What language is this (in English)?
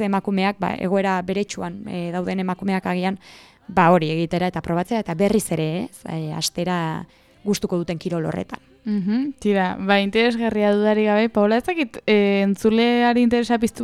Basque